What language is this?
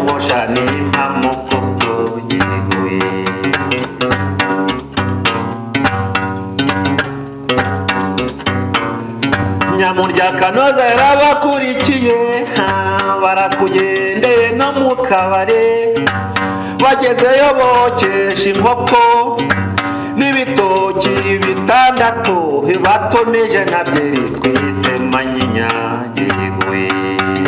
Kinyarwanda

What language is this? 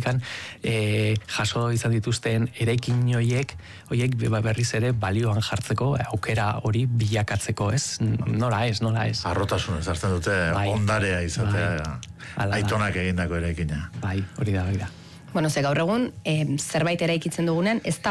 Basque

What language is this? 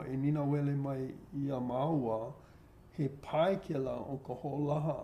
Hawaiian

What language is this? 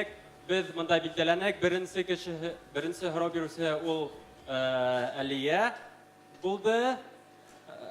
Bashkir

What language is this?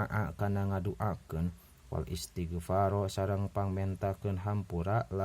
Sundanese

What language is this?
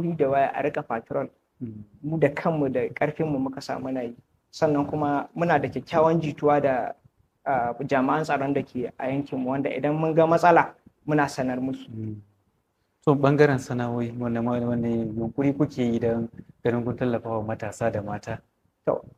Hausa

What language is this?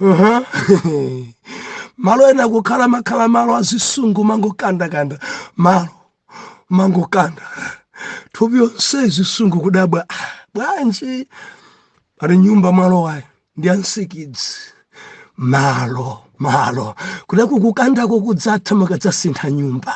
Nyanja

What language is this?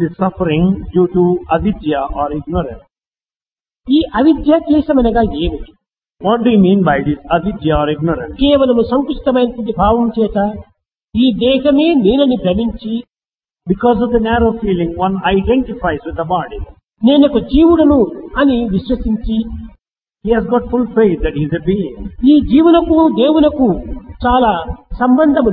Telugu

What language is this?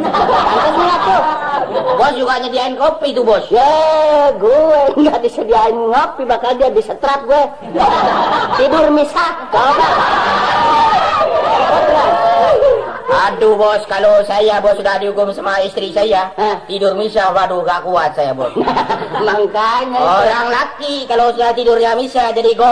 Indonesian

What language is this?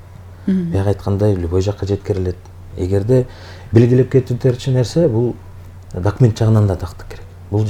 Kyrgyz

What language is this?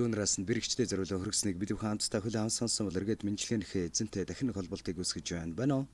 Mongolian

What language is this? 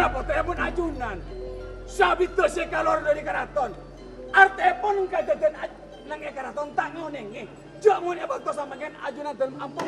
Madurese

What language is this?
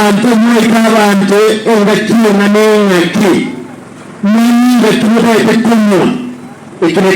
Gusii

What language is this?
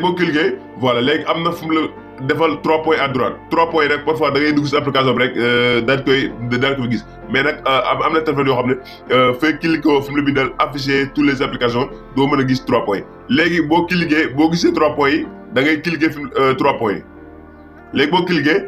Wolof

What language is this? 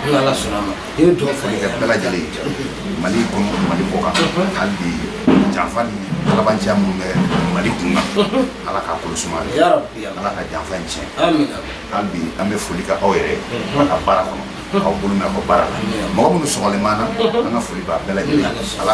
Bambara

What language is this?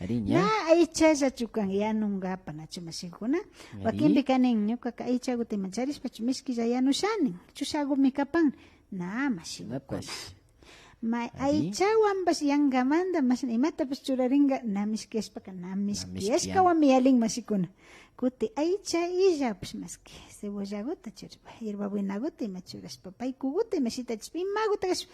Imbabura Highland Quichua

